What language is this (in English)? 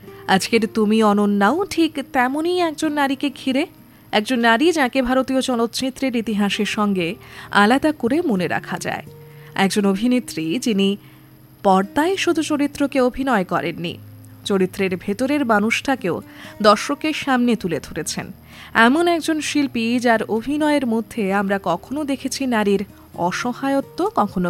Bangla